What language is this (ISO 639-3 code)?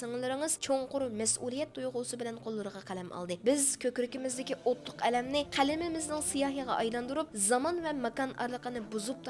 uig